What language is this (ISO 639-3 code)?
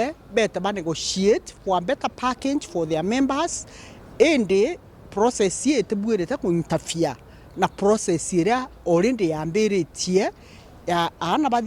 mer